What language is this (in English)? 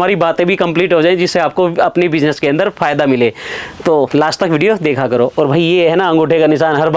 Hindi